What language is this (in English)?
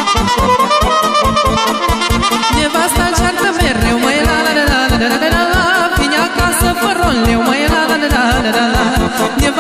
Romanian